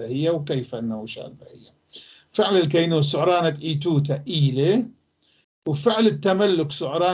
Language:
North Levantine Arabic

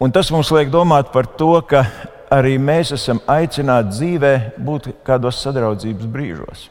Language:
Latvian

